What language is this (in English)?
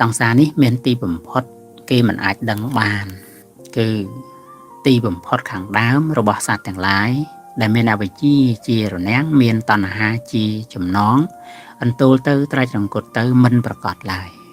Khmer